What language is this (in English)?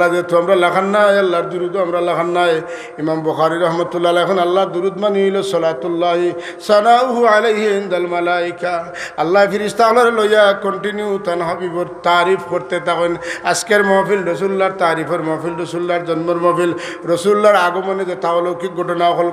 Sylheti